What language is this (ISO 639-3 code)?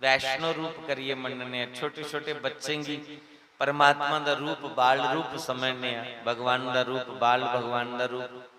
doi